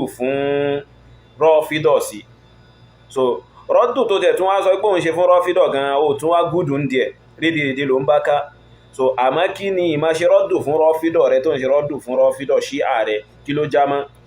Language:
Yoruba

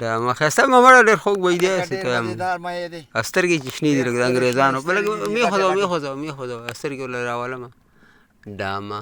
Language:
Pashto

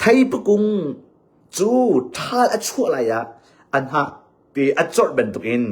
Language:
Hakha Chin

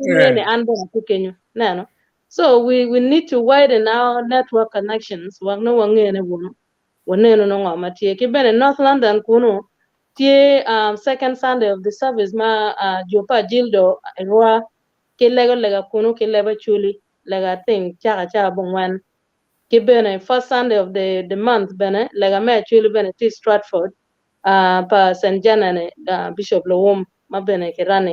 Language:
Acoli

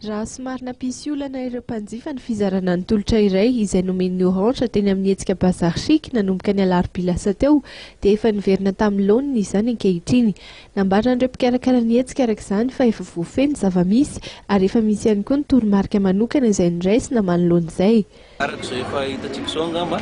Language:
Malagasy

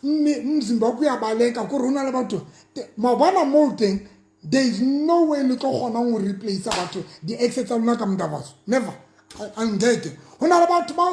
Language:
Southern Sotho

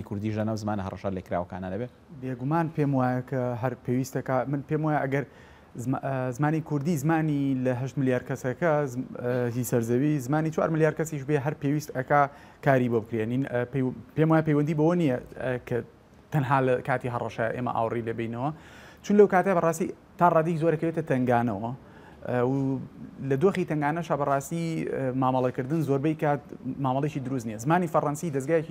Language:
Central Kurdish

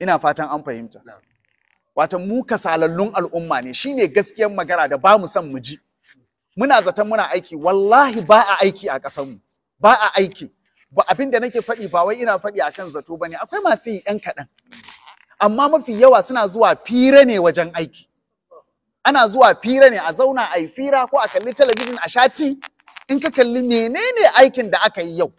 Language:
Hausa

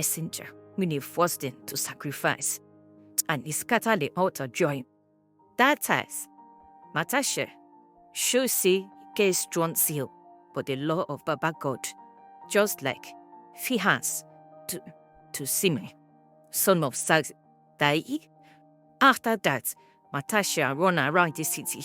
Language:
Nigerian Pidgin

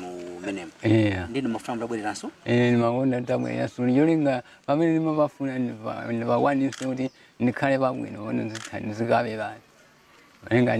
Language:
Nyanja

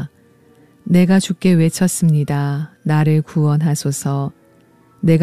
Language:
Korean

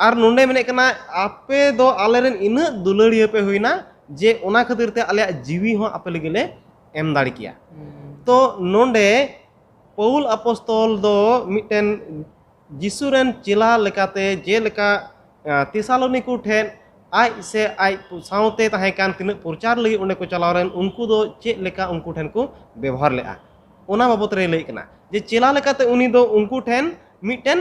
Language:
Santali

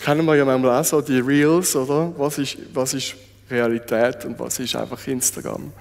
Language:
Swiss German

